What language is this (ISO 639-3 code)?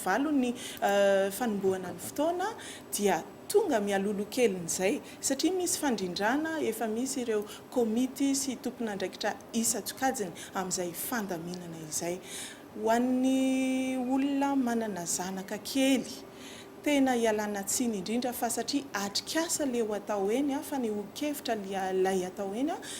mlg